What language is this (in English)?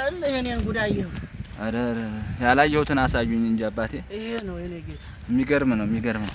Amharic